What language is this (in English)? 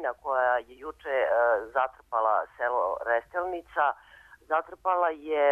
Serbian